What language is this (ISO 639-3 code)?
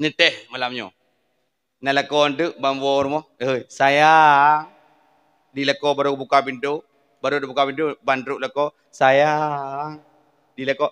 ace